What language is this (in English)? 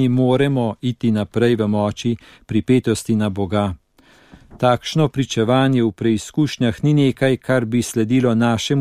Slovenian